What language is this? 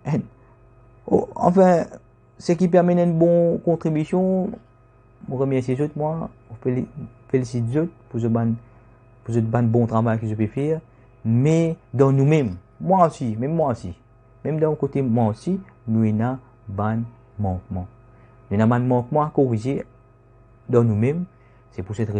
Morisyen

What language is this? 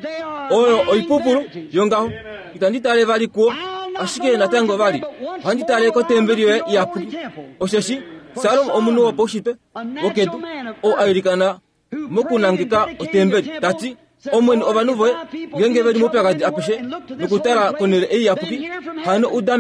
Kuanyama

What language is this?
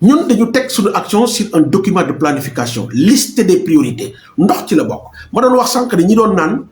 Wolof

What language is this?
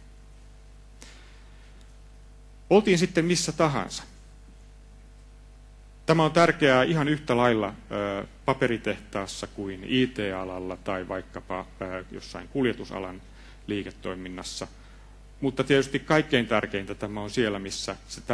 Finnish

